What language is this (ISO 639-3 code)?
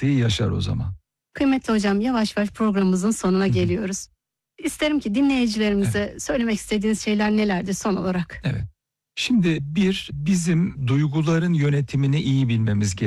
tur